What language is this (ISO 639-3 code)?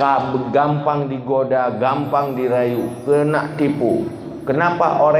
ace